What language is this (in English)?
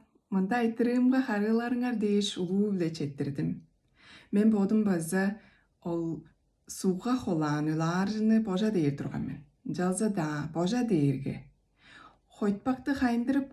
Tuvinian